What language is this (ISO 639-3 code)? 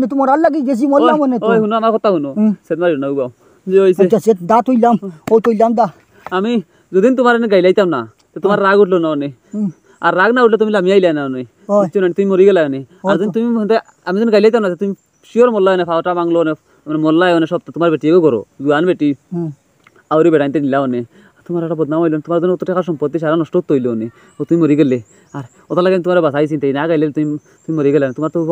syl